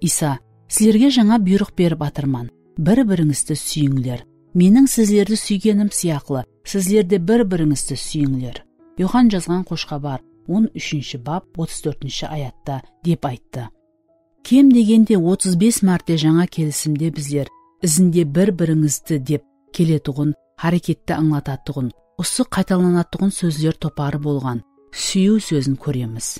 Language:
Kara-Kalpak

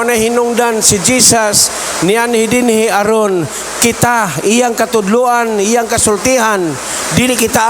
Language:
Cebuano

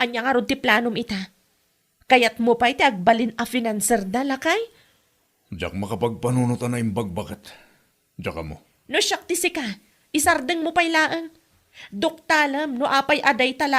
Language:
Iloko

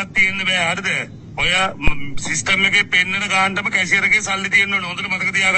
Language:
Sinhala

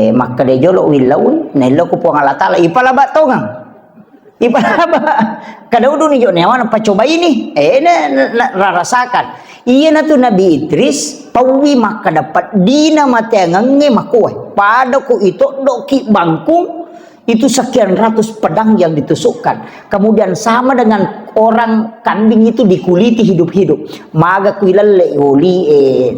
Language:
Buginese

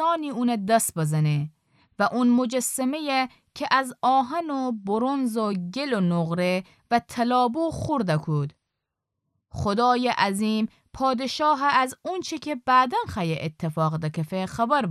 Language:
Gilaki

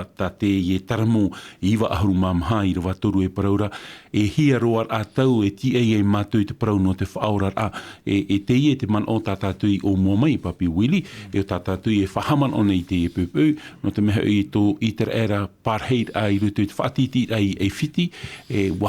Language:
Tahitian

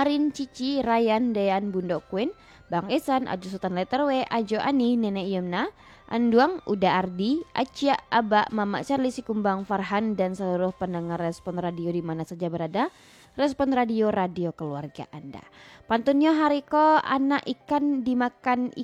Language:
Minangkabau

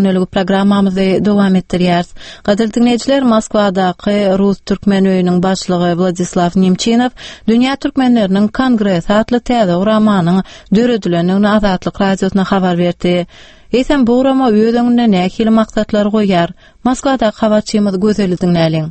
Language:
Turkmen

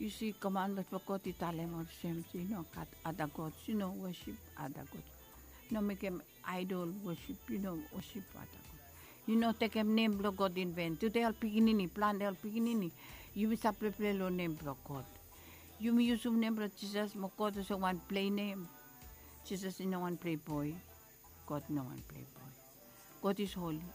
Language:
Bislama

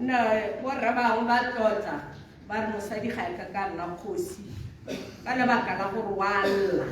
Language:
Tswana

